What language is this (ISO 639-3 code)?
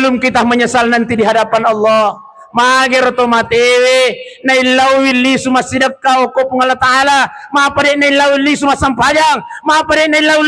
bug